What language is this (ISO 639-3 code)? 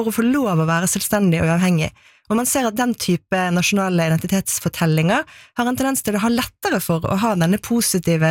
nor